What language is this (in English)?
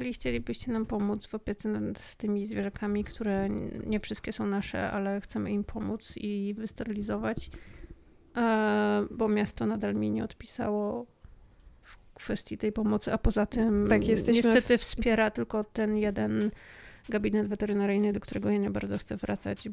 Polish